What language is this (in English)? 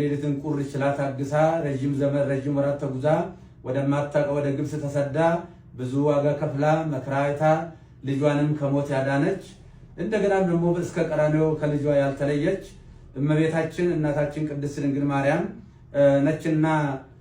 Amharic